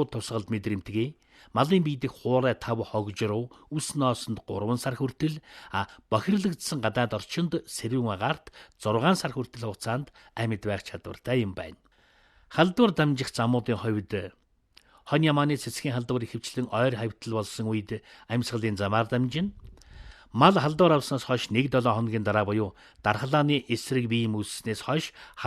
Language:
Mongolian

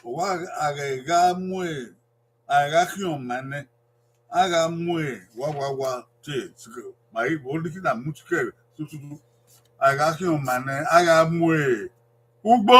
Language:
Bini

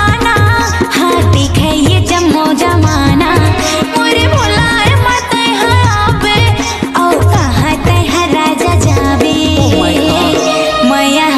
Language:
Chhattisgarhi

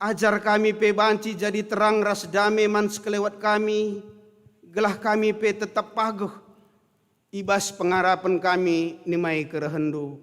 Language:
Batak Karo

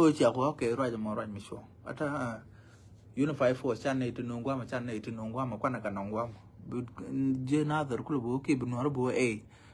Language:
Nuer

